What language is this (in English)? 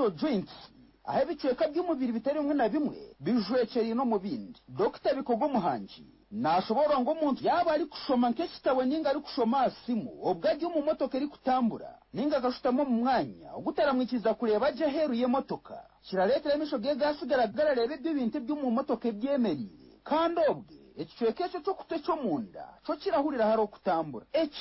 Nyankole